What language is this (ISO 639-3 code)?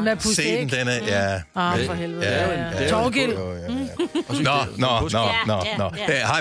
dan